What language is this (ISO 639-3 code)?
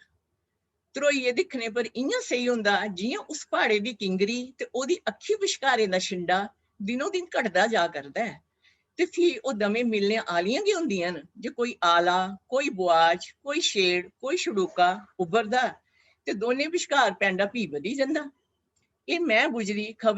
doi